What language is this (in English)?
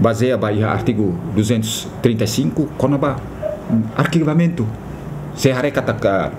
Tetum